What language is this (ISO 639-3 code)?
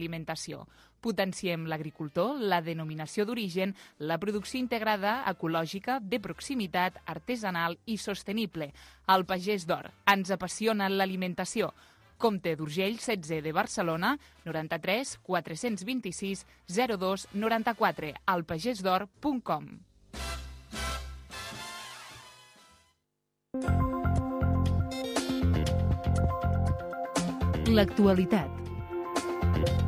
cat